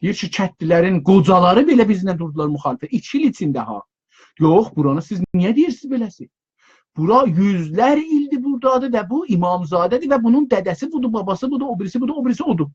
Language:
South Azerbaijani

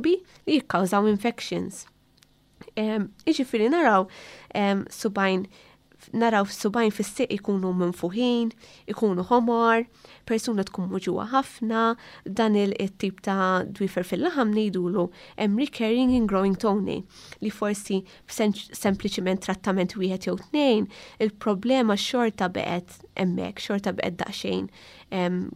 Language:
Maltese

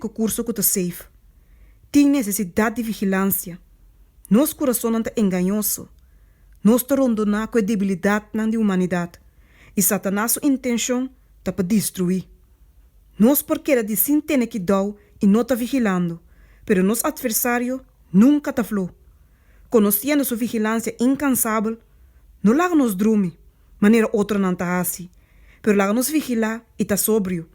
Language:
Papiamento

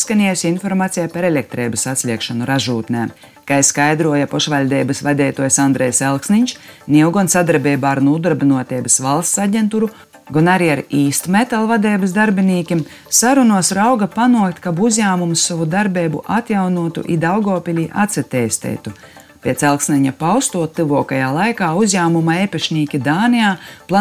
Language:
Latvian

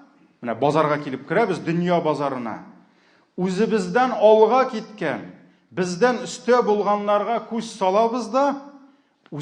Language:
Tatar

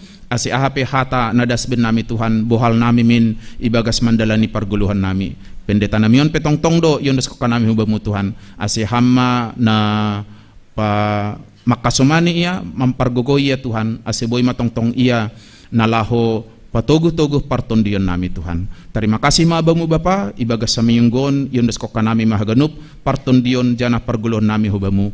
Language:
Batak Simalungun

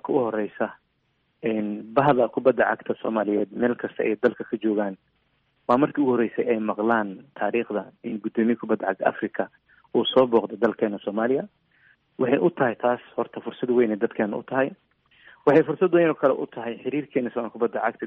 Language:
Somali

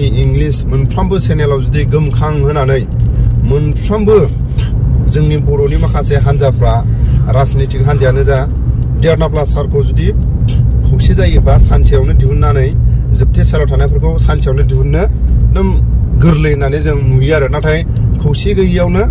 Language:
Bodo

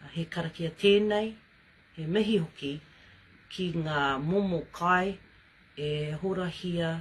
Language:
Māori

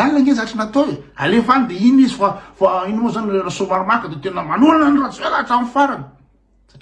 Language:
Malagasy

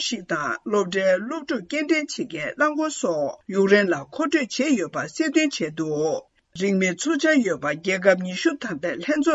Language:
Tibetan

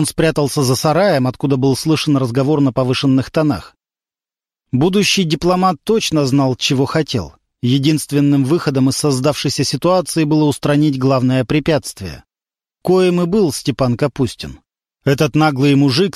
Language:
Russian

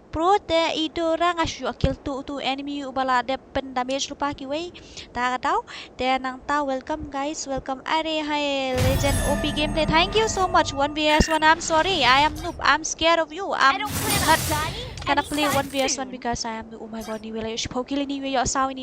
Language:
Khasi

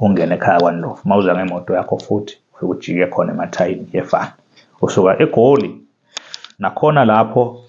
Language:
Zulu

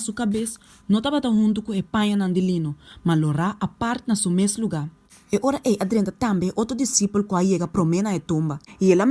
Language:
Papiamento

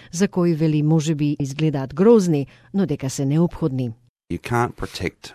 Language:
Macedonian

